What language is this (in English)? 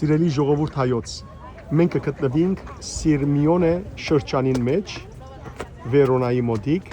Western Armenian